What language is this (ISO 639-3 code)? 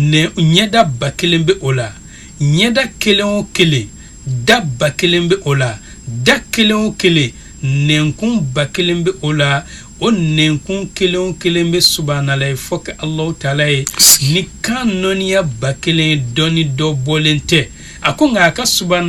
bam